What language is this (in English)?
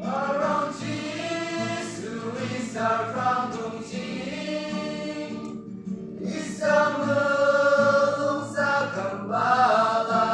Yimchungru Naga